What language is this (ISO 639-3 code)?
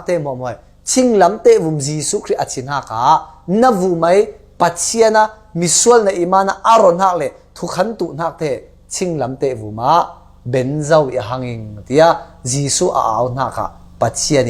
cfm